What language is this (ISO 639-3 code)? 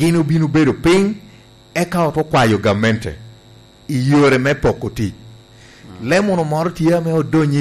laj